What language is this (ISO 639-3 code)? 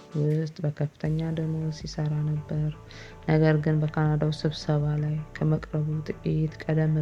amh